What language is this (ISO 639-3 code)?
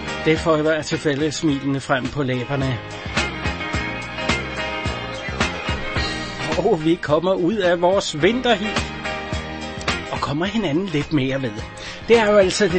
dan